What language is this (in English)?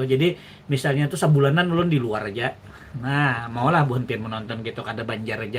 Banjar